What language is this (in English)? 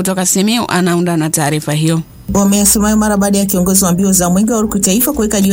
Swahili